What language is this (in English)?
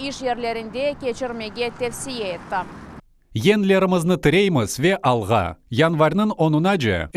Crimean Tatar